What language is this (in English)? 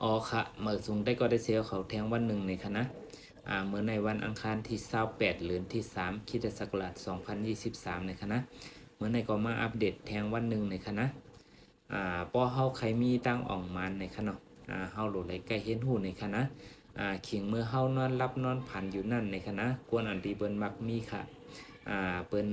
Shan